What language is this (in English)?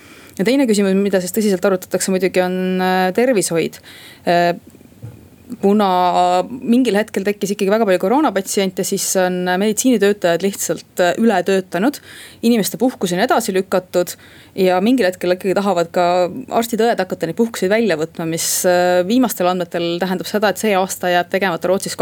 Estonian